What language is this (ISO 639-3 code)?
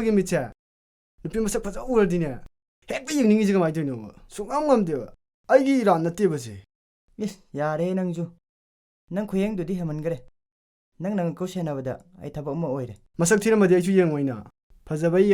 mni